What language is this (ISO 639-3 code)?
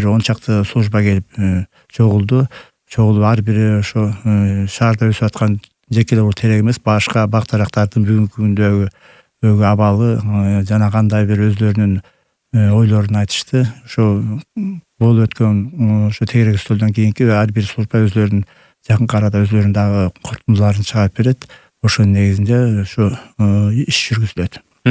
kir